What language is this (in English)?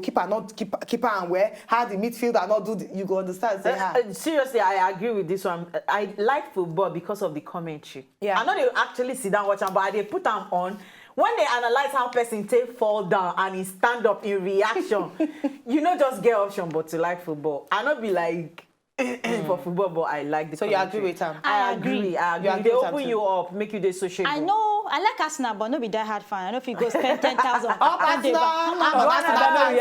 Nigerian Pidgin